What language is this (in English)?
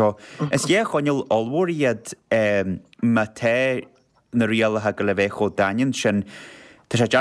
Irish